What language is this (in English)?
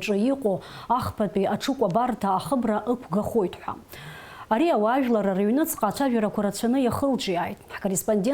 Abkhazian